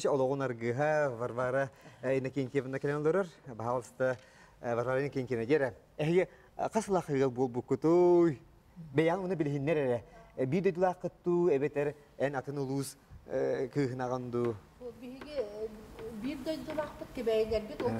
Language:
Yakut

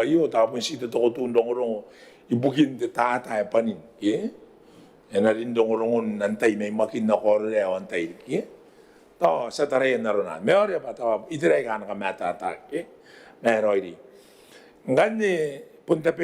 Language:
Gilbertese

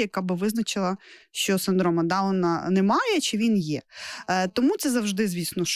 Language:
Ukrainian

